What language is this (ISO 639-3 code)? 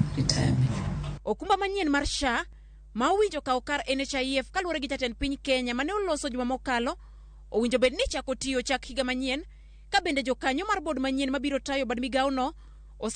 luo